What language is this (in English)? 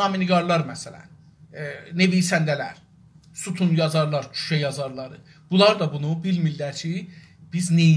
South Azerbaijani